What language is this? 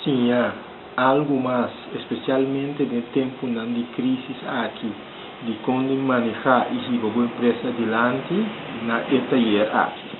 Papiamento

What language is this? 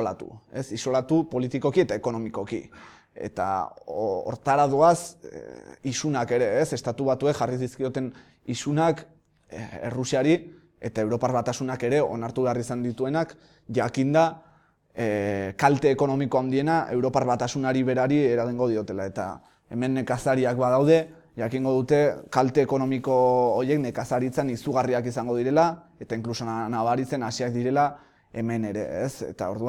Basque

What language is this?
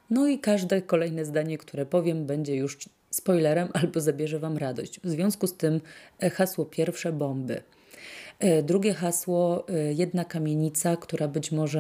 Polish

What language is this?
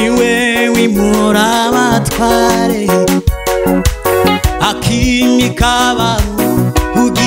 Kinyarwanda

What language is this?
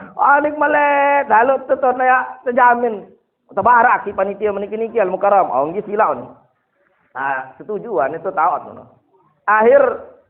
Sasak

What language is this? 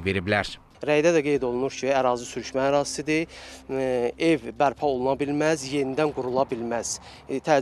Azerbaijani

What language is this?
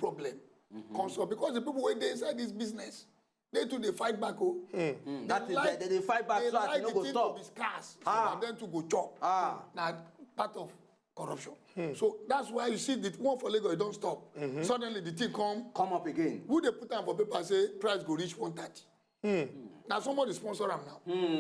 Nigerian Pidgin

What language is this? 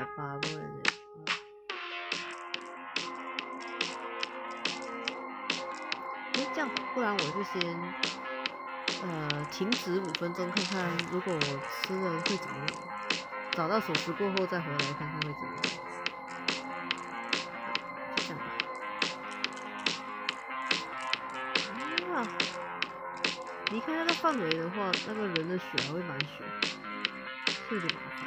Chinese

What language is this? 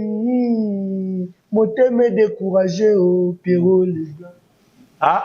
Lingala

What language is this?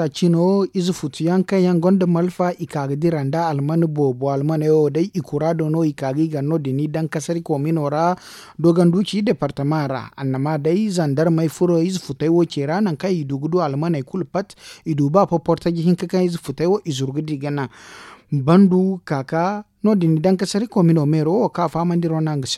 Zarma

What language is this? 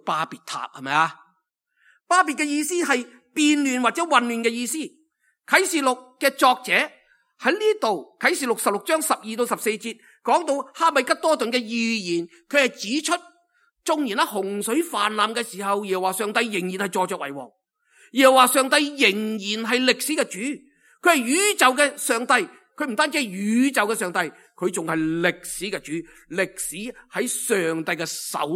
Cantonese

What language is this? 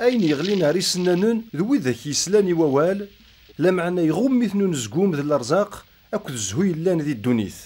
Kabyle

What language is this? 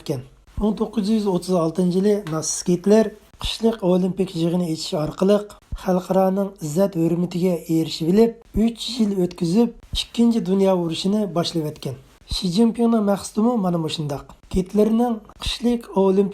Uyghur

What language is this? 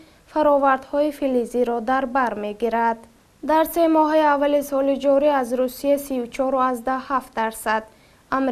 Tajik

